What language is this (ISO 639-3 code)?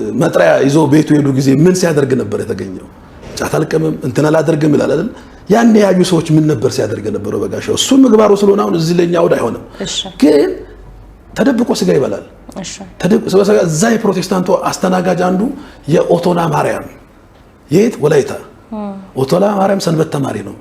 amh